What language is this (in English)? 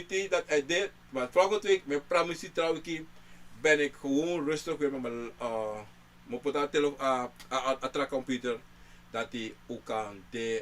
Sranan Tongo